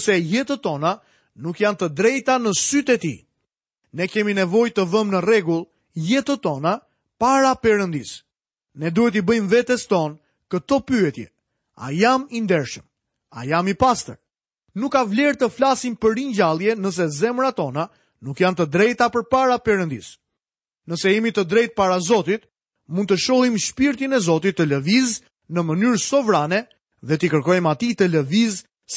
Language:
Albanian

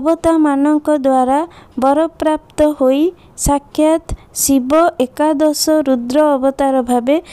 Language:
Odia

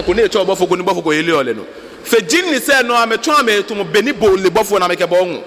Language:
Ga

